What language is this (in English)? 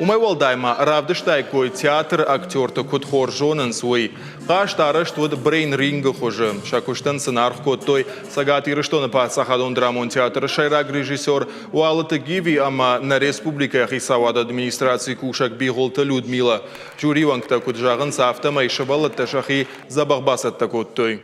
Ossetic